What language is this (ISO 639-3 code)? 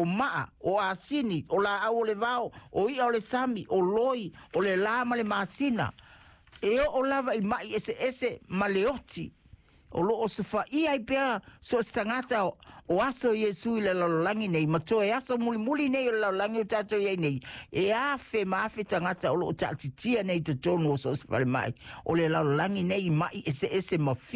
smo